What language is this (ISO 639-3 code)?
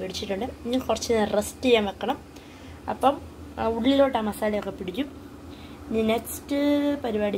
mal